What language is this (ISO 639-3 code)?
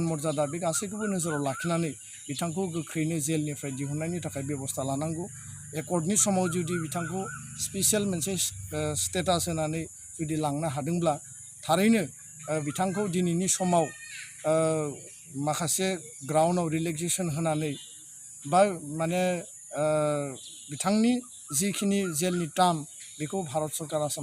brx